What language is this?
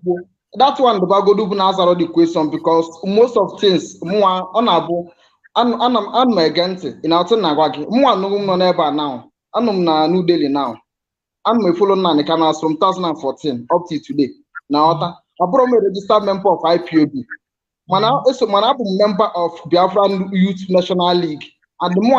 Igbo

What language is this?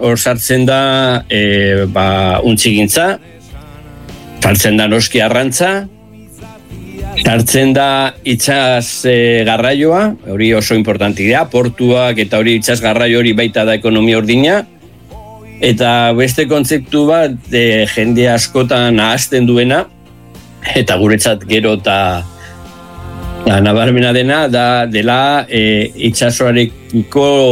Basque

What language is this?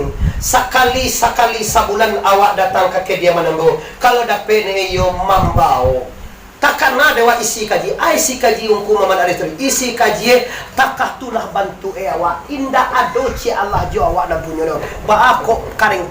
Minangkabau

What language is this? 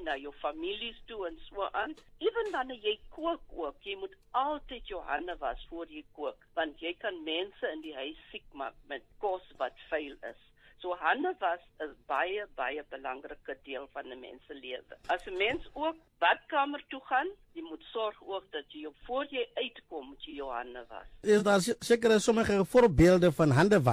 Afrikaans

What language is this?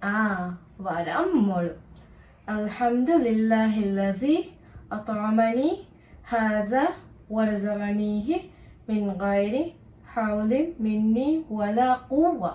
Divehi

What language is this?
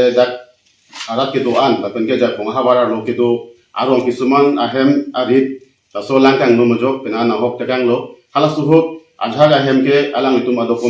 Karbi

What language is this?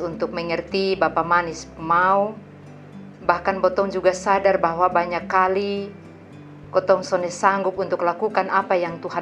Kupang Malay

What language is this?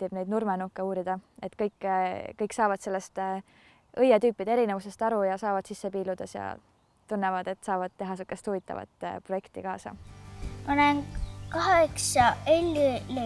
Estonian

